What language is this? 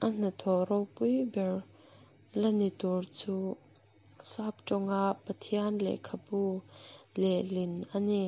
Mizo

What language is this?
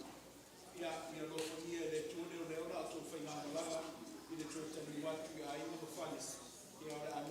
Samoan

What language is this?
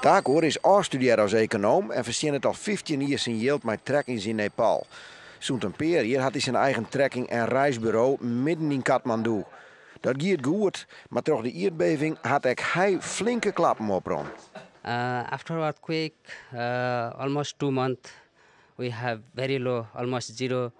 Western Frisian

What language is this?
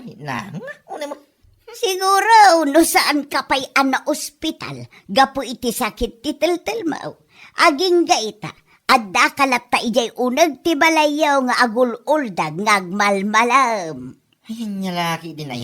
Iloko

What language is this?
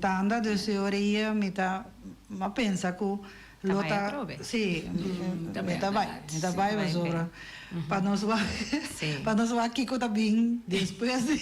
Papiamento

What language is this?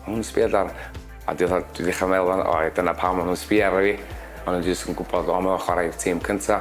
Welsh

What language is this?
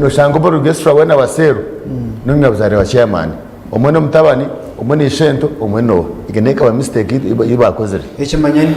Nyankole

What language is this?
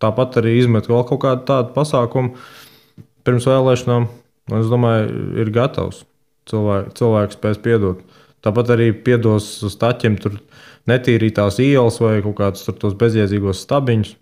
Latvian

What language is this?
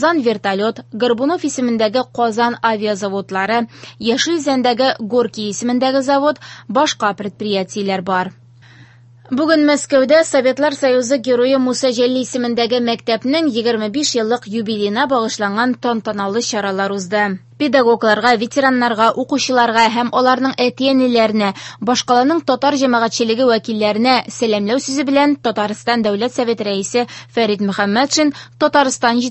Tatar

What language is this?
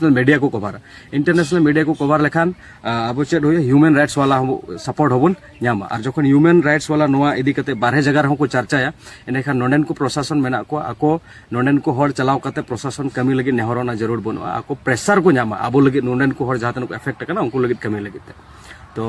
Santali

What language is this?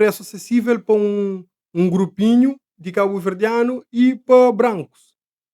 Kabuverdianu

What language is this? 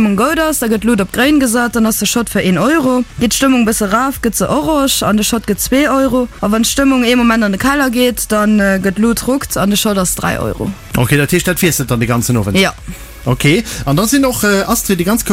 Luxembourgish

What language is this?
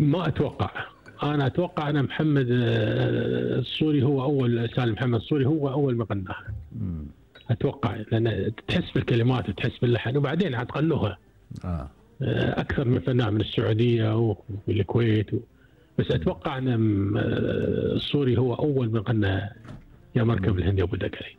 Gulf Arabic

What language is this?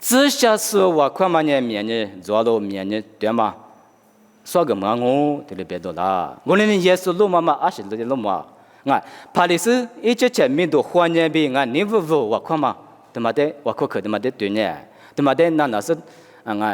Lisu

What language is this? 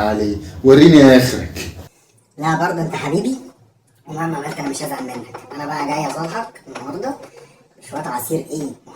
Egyptian Arabic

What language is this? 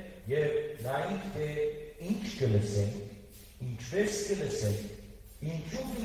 Western Armenian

